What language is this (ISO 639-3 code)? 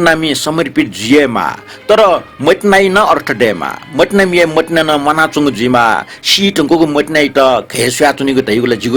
new